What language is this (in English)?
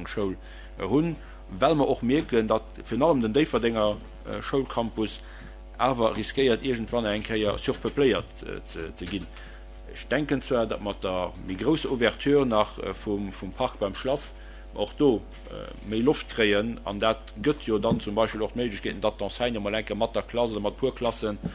Luxembourgish